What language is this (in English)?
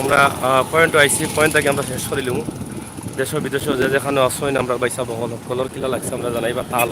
Sylheti